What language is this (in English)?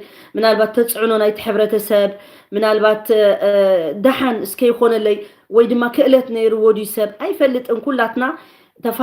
Tigrinya